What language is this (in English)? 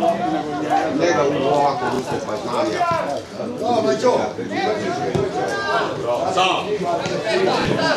Serbian